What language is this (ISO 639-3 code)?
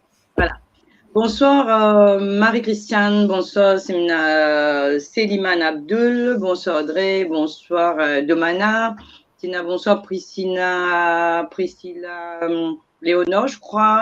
mfe